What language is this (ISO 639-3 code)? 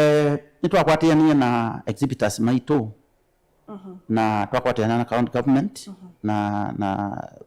kam